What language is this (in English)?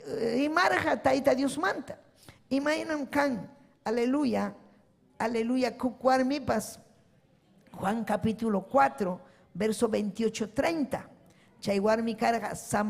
Ayacucho Quechua